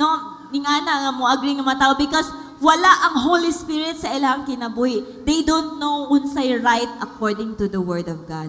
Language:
Cebuano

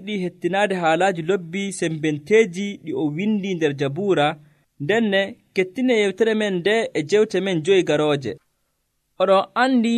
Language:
Nigerian Fulfulde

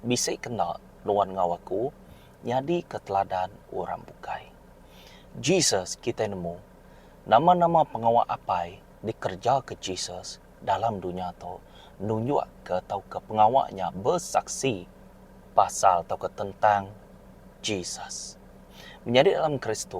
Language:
Iban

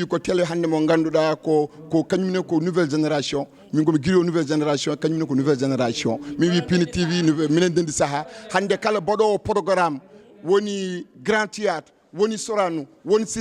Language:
Fula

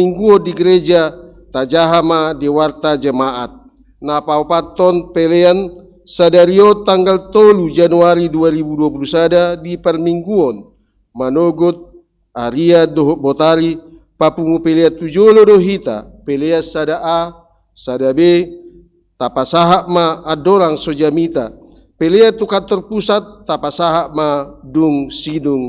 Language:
Batak Toba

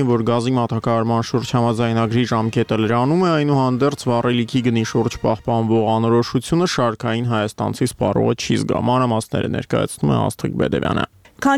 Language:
Armenian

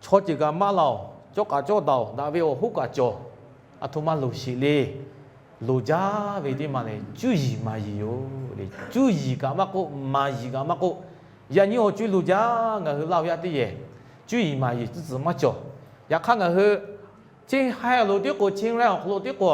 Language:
Lahu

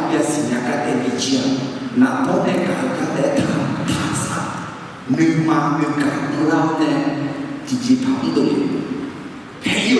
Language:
Akha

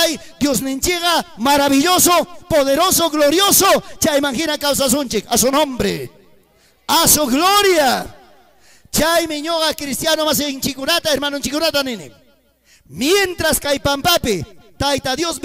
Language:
Ayacucho Quechua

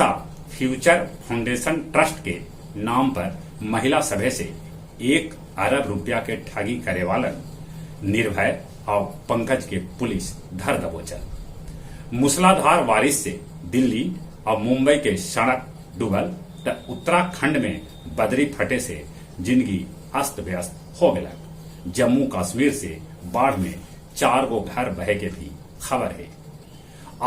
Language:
Magahi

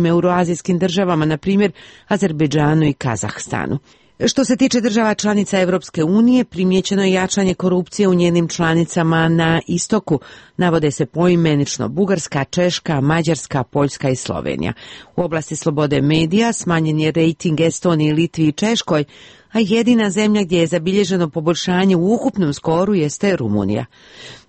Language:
Serbian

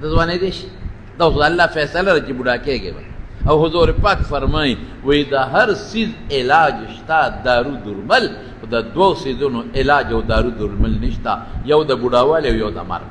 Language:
Pashto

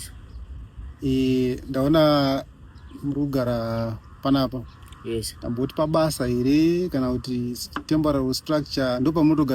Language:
Shona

